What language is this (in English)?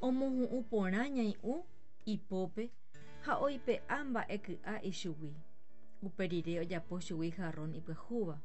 Guarani